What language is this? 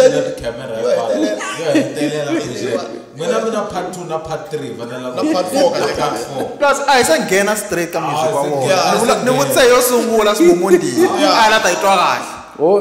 Tsonga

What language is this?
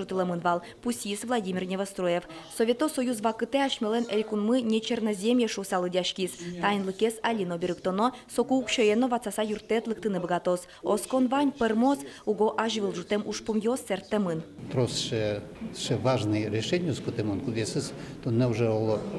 Udmurt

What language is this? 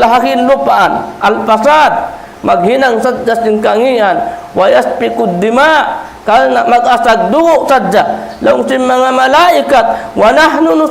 Tausug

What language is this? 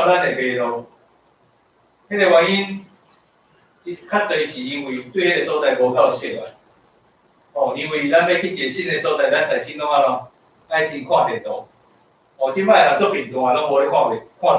Min Nan Chinese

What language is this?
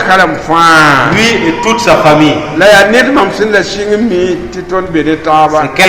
Mossi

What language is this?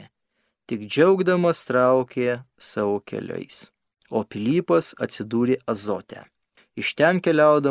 Lithuanian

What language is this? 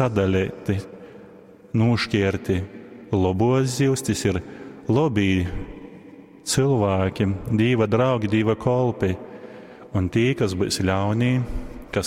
Latgalian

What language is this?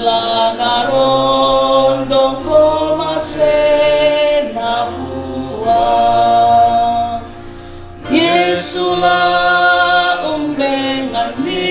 Toraja-Sa'dan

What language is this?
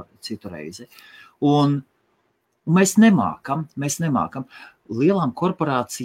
Latvian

